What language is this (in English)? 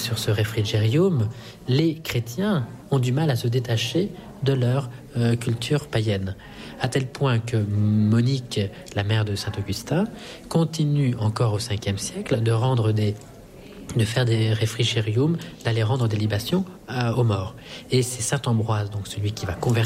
French